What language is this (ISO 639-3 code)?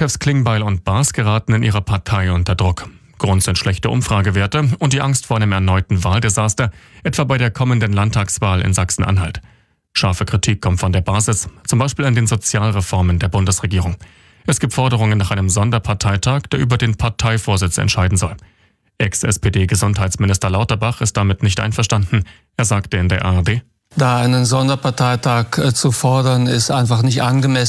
deu